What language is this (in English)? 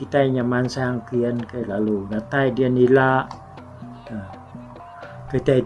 Iban